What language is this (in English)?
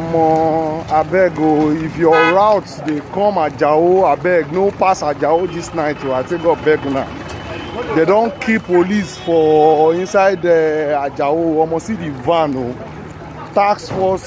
Nigerian Pidgin